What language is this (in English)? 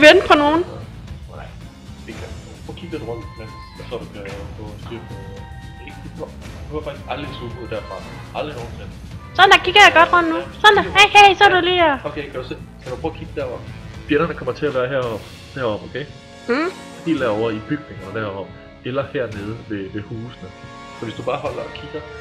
Danish